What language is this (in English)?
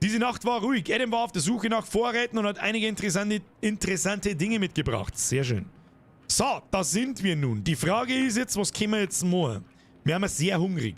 Bavarian